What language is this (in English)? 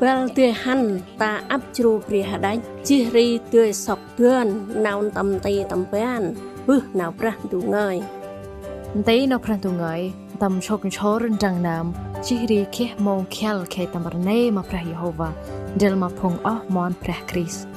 Central Mnong